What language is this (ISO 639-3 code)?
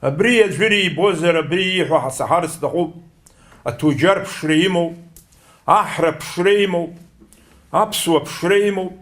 abk